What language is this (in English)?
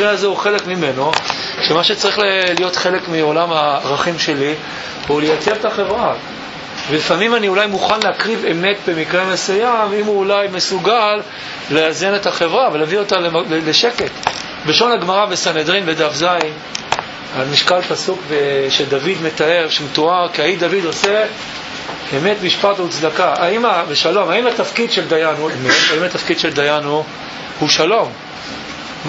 Hebrew